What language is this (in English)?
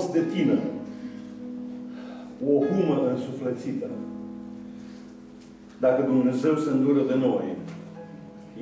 Romanian